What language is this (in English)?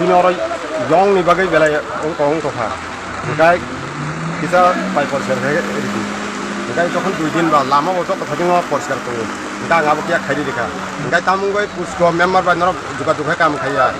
Kok Borok